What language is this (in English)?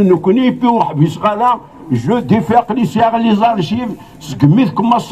Kabyle